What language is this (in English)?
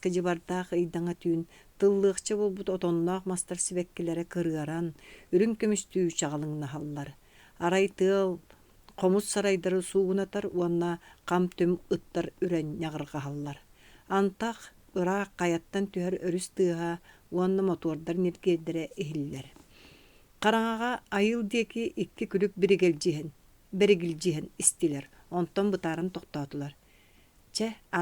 Yakut